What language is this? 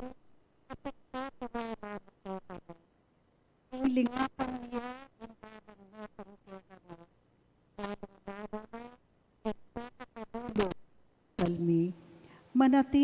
Pampanga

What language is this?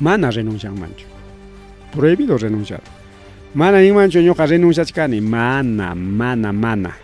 Ayacucho Quechua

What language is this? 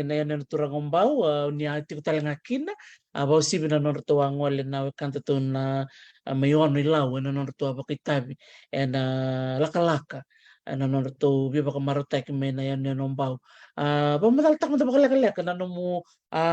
Fijian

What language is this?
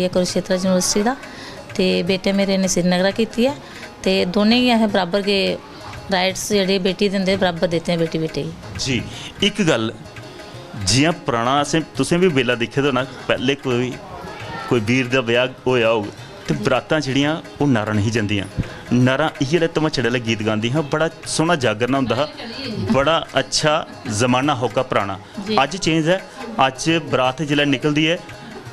Dogri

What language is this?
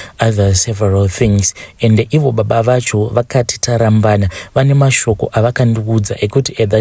Shona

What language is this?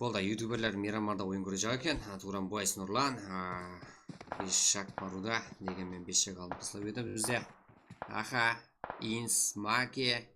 Kara-Kalpak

